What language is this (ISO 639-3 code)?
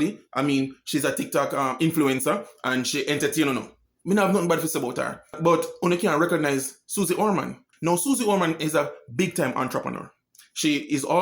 jam